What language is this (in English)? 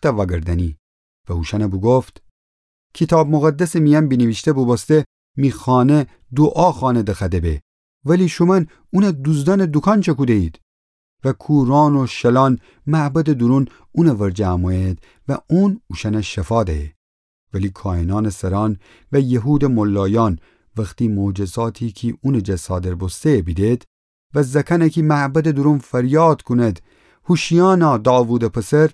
Gilaki